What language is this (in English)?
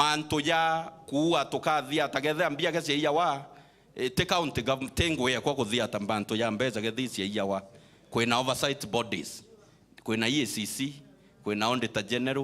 Meru